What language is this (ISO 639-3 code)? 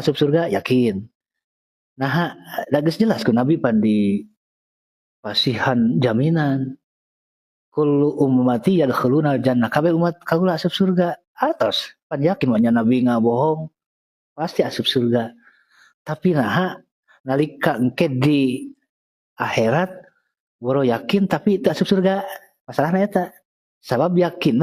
sun